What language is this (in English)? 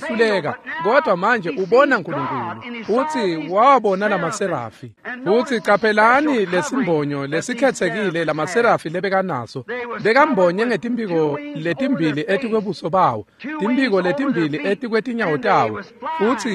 Swati